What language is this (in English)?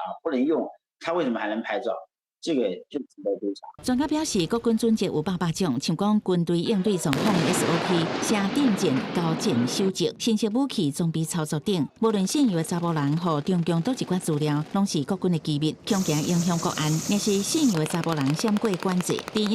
Min Nan Chinese